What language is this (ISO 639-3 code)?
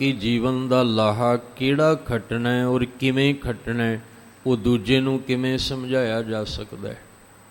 pan